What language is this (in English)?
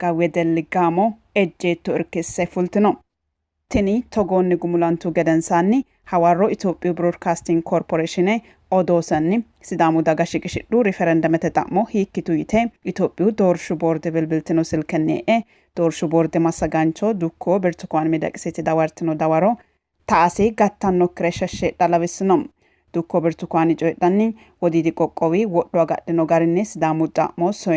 Sidamo